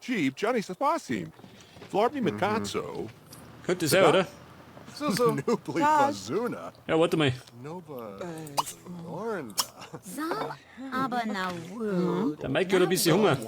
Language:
Bavarian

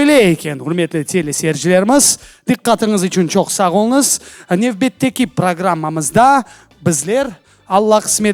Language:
Crimean Tatar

